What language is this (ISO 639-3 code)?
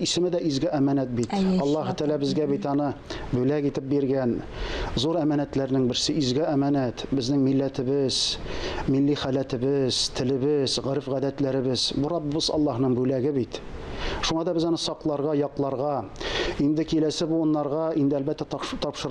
tat